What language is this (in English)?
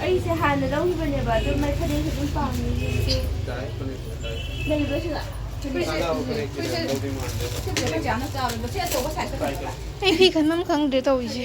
Manipuri